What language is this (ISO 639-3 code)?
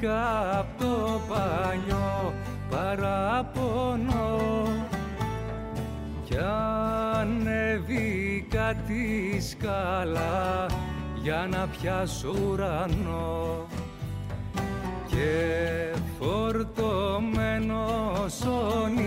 ell